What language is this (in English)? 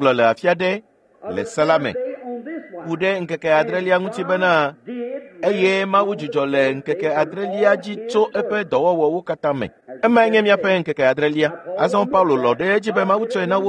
Ewe